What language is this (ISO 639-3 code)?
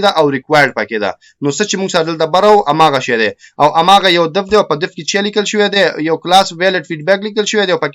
pus